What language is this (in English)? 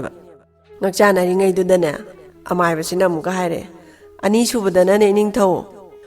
Manipuri